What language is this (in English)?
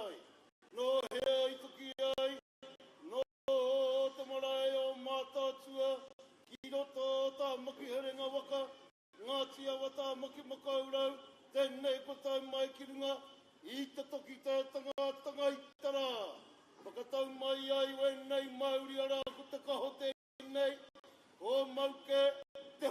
Māori